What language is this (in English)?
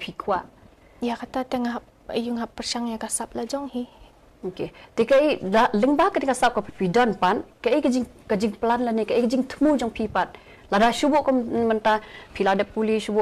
Khasi